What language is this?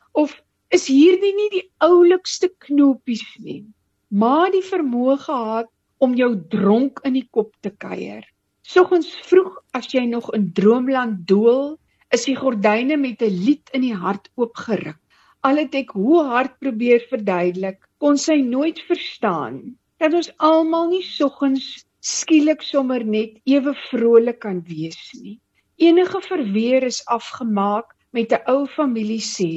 Afrikaans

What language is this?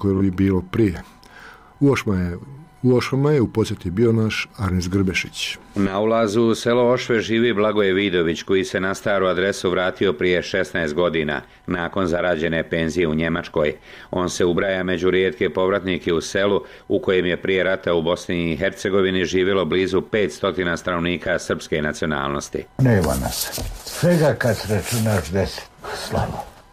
Bosnian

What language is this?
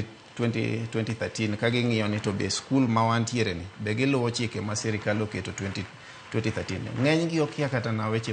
Luo (Kenya and Tanzania)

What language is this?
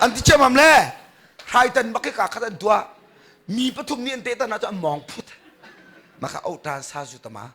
Hakha Chin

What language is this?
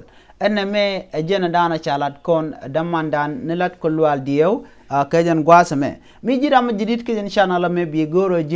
Nuer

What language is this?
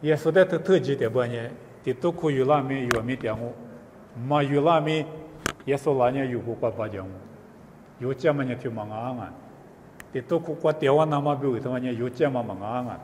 Lisu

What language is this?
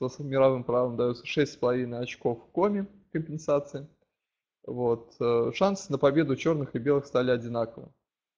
Russian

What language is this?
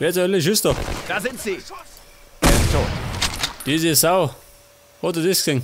Bavarian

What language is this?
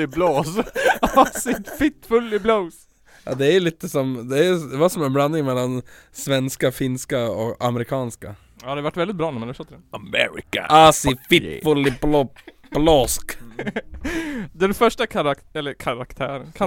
Swedish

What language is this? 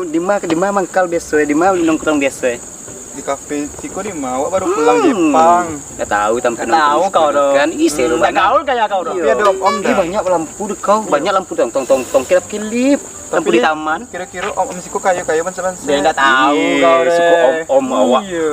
Minangkabau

